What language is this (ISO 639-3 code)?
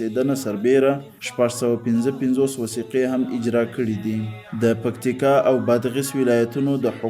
pus